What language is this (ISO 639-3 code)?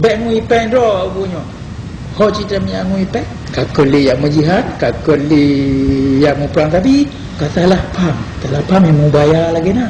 ace